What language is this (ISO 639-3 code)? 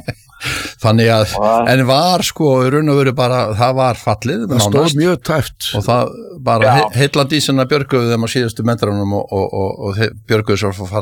isl